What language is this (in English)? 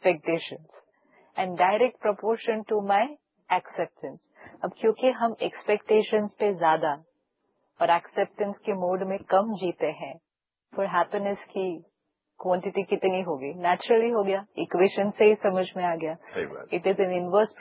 Hindi